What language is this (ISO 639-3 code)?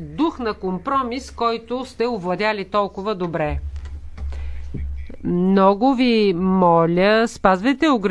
bul